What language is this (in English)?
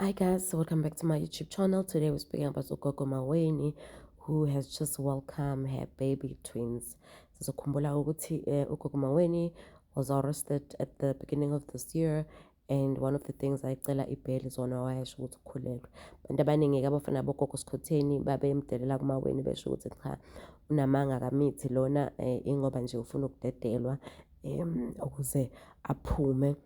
Zulu